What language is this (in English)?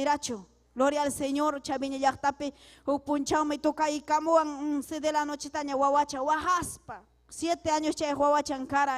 Ayacucho Quechua